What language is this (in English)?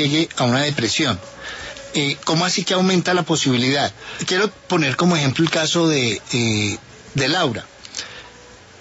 Spanish